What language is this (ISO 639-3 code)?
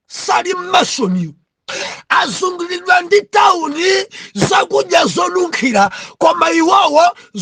nya